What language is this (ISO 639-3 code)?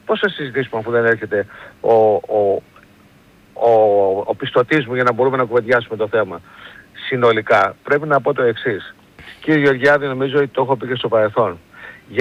ell